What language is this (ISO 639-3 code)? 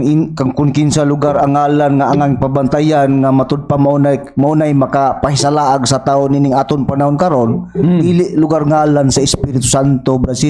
ceb